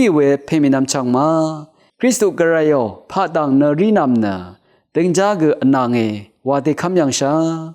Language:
Rawang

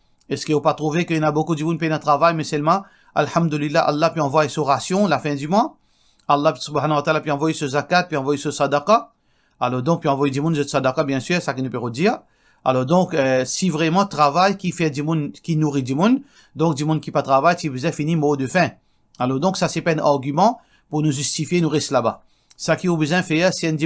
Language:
Morisyen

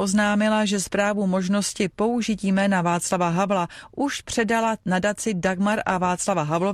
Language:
Czech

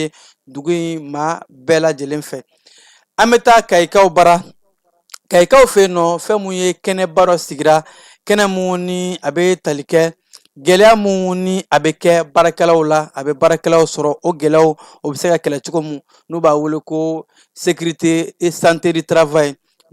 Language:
Bambara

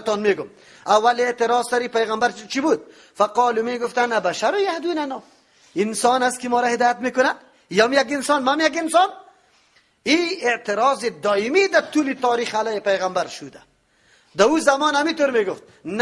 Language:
Persian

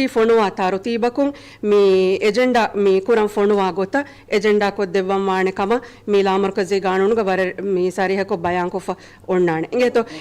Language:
Divehi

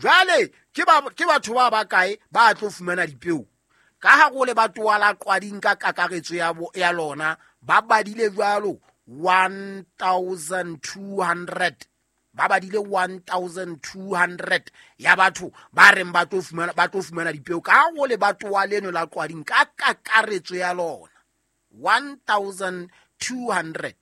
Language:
Southern Sotho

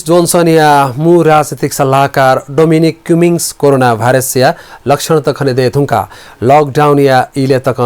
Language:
Newari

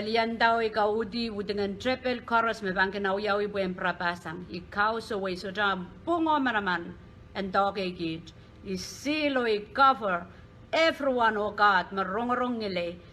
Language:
Pohnpeian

